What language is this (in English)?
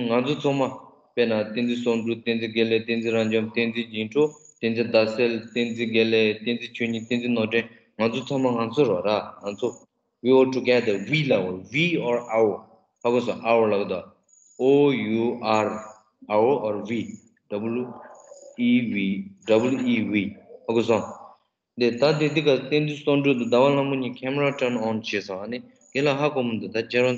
Tibetan